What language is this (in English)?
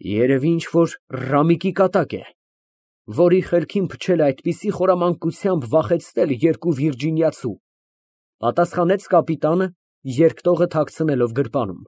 Armenian